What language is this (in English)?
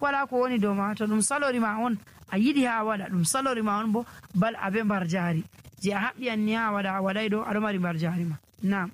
Nigerian Fulfulde